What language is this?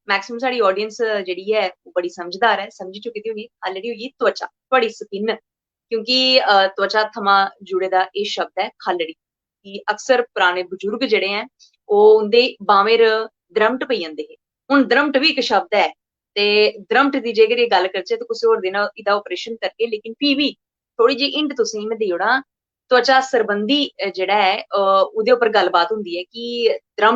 Dogri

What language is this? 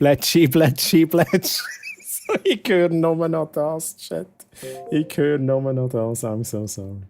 Swiss German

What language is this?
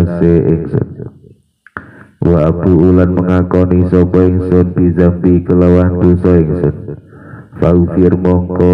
Javanese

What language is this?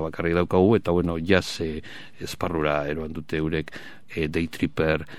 Basque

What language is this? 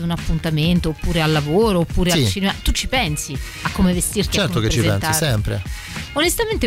Italian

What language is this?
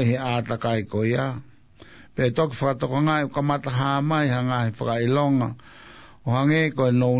Tongan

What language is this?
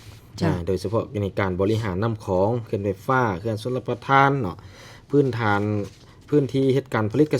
Lao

